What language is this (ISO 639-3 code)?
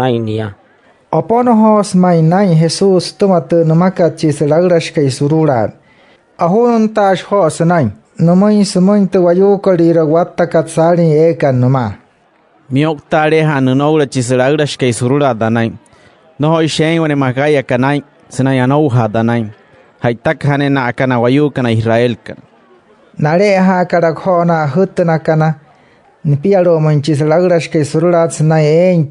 guc